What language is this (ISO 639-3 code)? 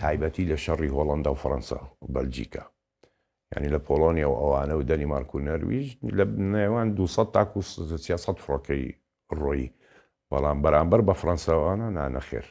ckb